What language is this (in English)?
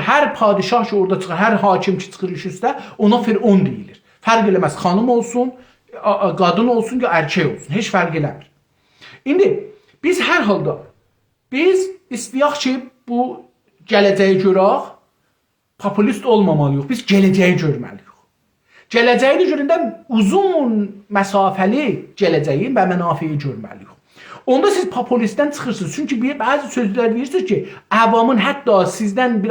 South Azerbaijani